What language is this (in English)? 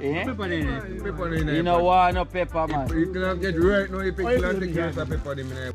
Jamaican Creole English